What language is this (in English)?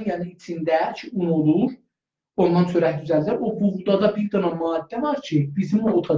South Azerbaijani